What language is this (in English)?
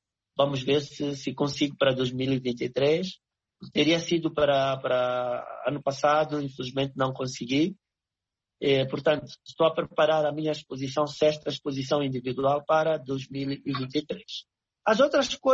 Portuguese